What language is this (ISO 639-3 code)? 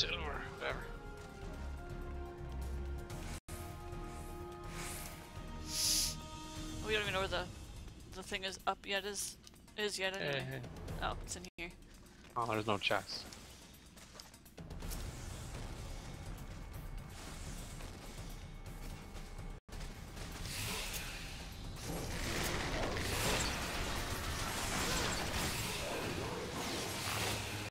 eng